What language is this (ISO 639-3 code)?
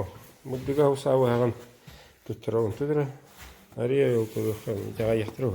sah